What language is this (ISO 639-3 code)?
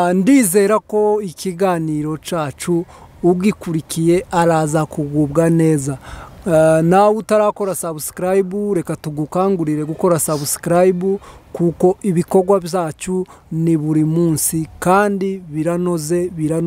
kin